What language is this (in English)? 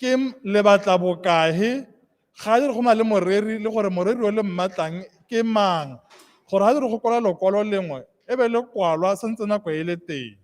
Tswana